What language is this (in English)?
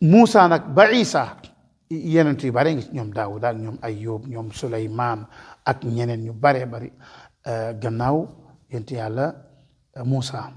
Wolof